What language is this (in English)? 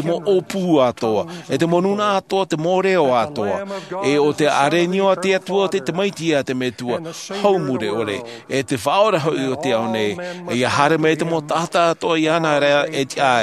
Tahitian